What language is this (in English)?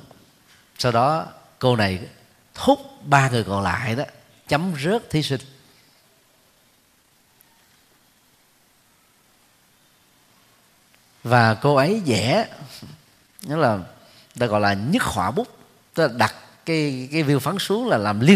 Vietnamese